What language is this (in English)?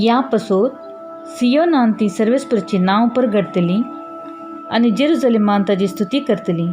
Konkani